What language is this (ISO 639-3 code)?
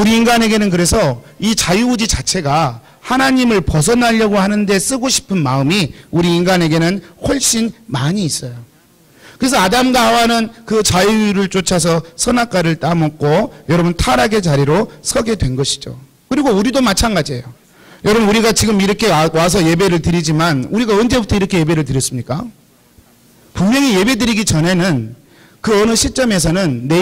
kor